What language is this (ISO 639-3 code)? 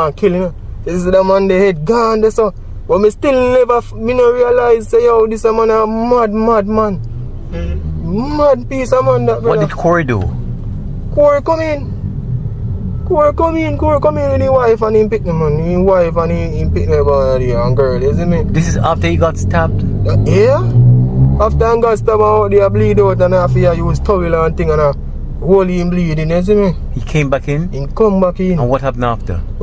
jam